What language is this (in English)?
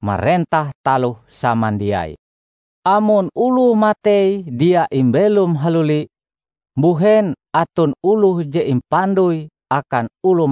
Ngaju